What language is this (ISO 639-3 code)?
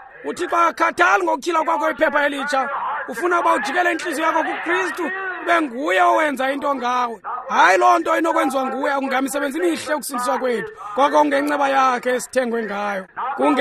xho